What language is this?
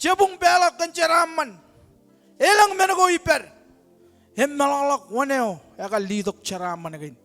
Marshallese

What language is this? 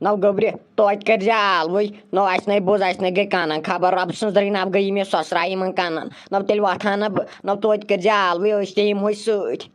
Kashmiri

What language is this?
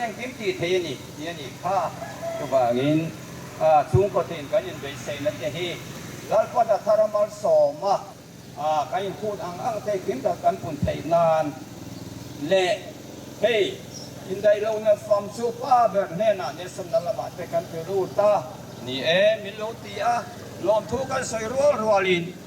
Mizo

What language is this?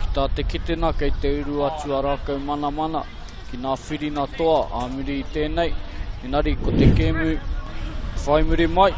Māori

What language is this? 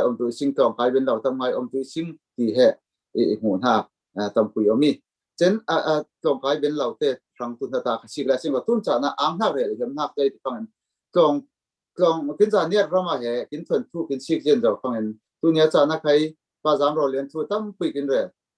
Falam Chin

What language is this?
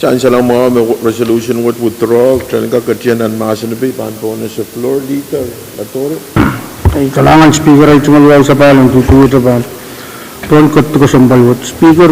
Pohnpeian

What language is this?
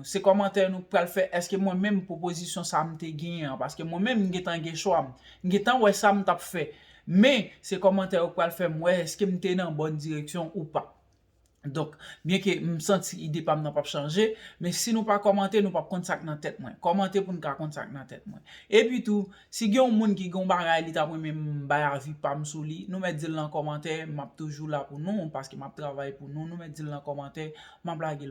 Haitian Creole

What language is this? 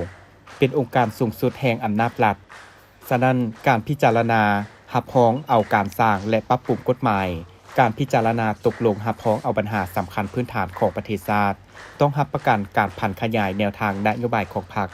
Lao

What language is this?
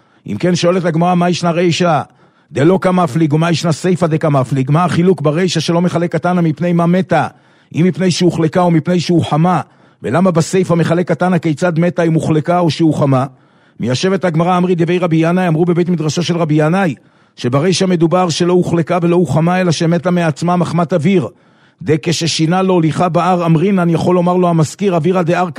Hebrew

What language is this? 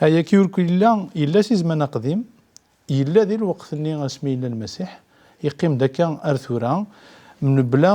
Kabyle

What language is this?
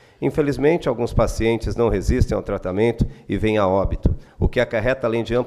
Portuguese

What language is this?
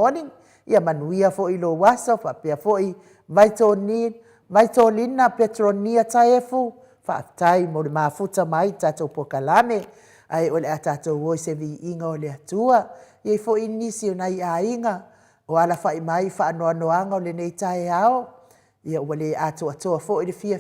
Samoan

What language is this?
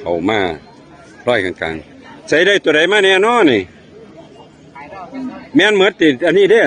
Northeastern Thai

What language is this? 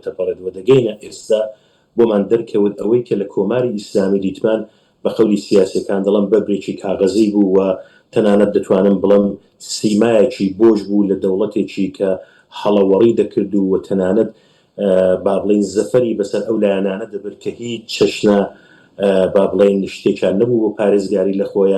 Central Kurdish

